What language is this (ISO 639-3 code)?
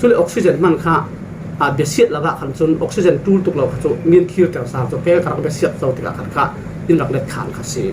cfm